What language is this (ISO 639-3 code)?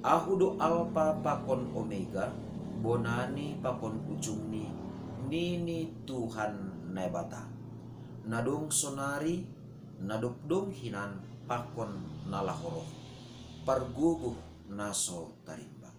bts